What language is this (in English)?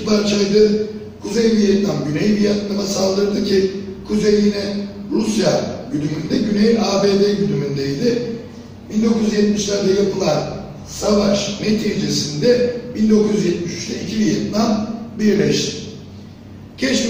Turkish